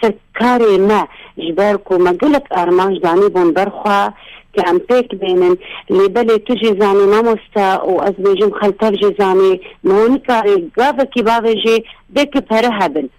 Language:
Kurdish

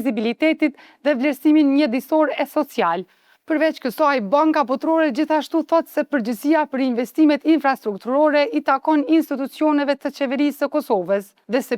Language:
Albanian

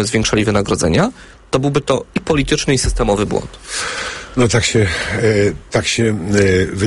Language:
Polish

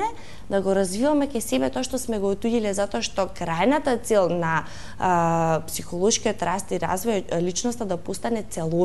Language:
Macedonian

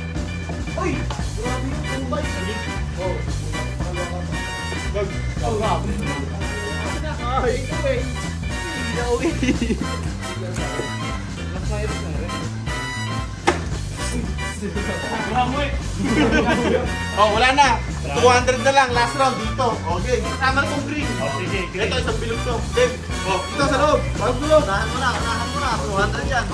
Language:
Filipino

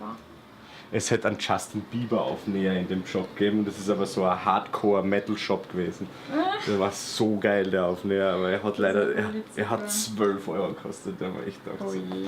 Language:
Bavarian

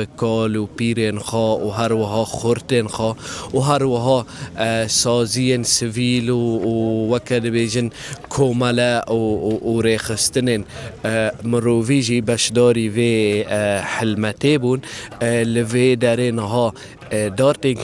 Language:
Kurdish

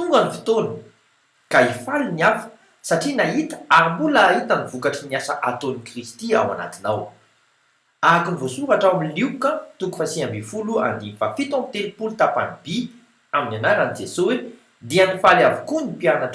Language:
Malagasy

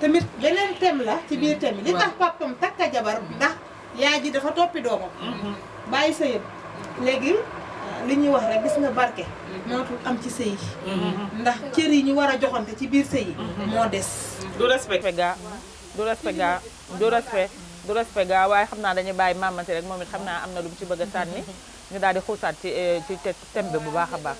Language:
Wolof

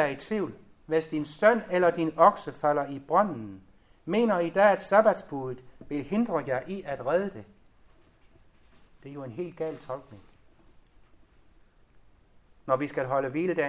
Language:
Danish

